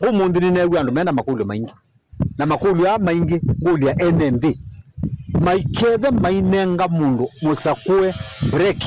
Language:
Kamba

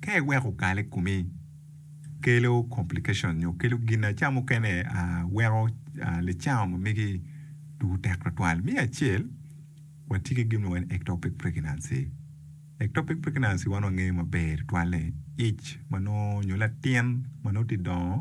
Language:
Acoli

